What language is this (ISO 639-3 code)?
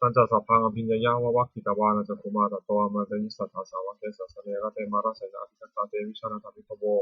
pli